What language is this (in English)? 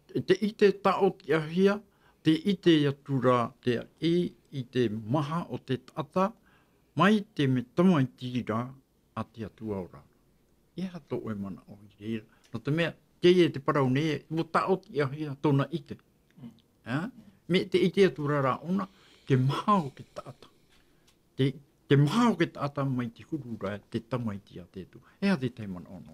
Tahitian